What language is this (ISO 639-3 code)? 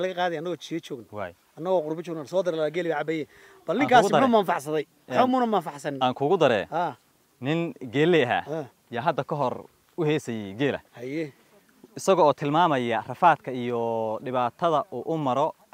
som